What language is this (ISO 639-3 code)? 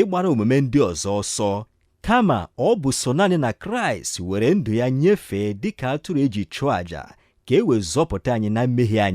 ibo